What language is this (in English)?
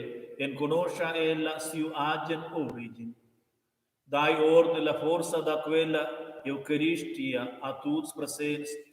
Romansh